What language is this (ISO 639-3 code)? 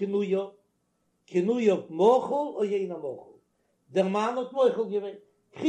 yid